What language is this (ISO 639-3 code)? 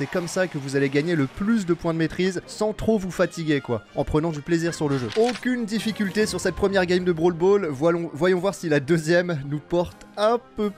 fra